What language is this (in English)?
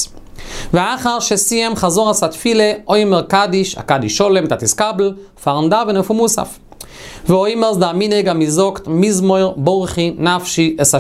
Yiddish